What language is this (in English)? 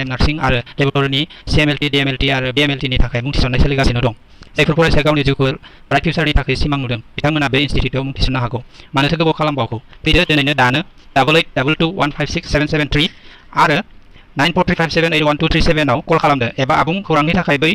Bodo